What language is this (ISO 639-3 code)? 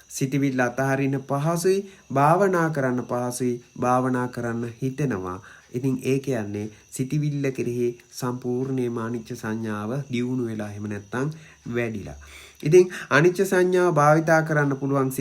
sin